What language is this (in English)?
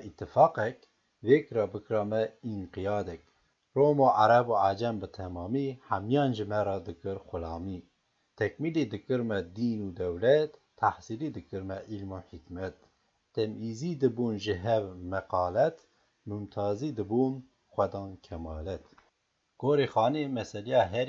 Kurdish